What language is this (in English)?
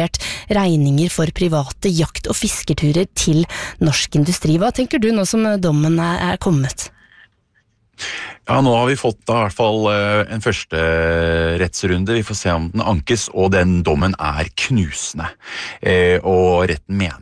Norwegian